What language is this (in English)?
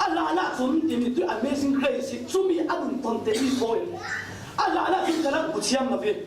Falam Chin